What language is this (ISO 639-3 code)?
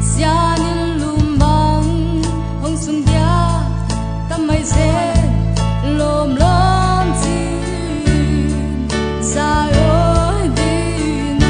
pck